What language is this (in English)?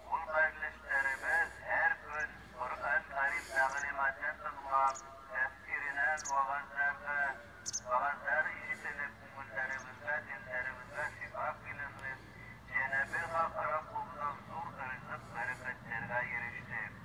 Bashkir